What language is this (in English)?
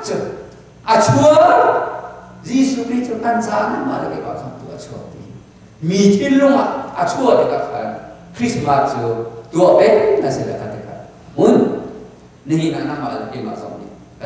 Hakha Chin